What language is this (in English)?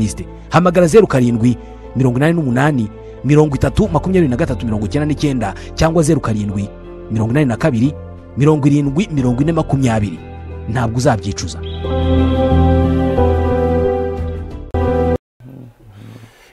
Kinyarwanda